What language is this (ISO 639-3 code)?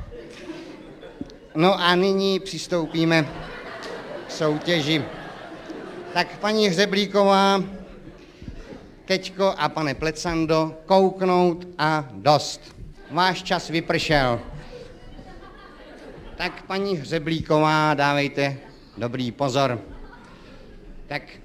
ces